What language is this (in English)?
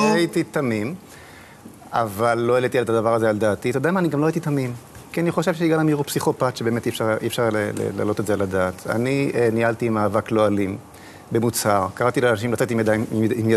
Hebrew